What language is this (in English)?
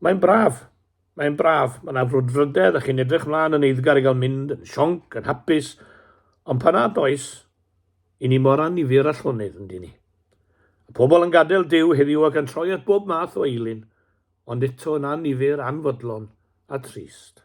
Welsh